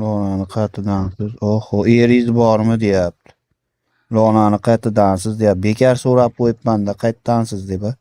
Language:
Uzbek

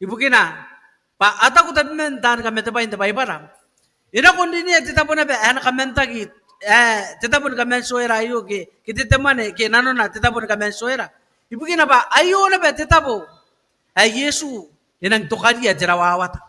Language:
Gilbertese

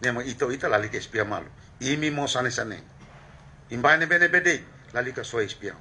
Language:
Tetum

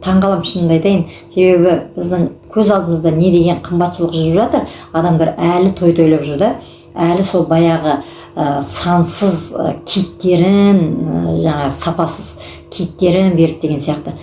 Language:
Kazakh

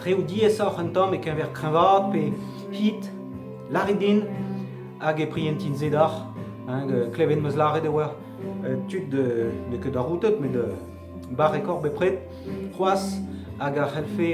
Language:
Breton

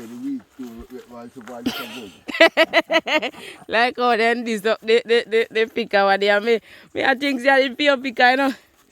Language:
Jamaican Creole English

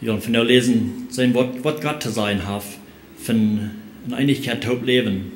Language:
Plautdietsch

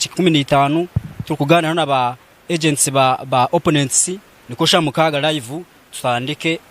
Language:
Nyankole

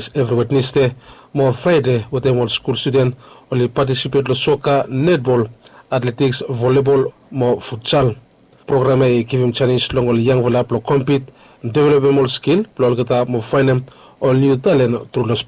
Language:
Bislama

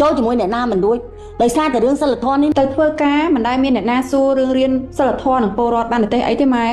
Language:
Khmer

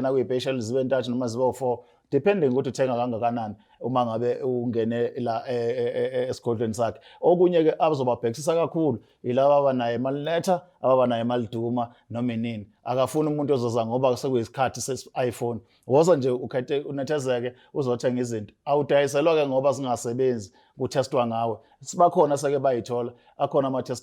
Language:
Zulu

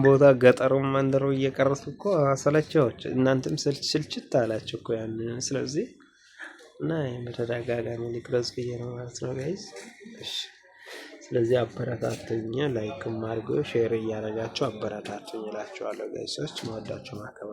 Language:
Amharic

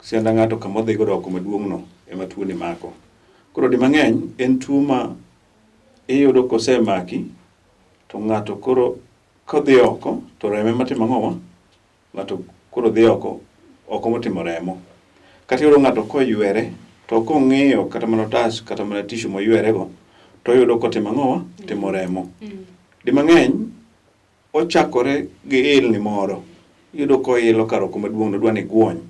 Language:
Luo (Kenya and Tanzania)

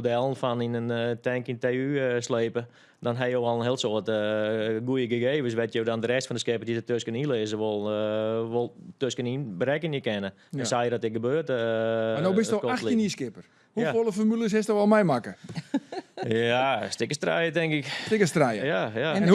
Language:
Western Frisian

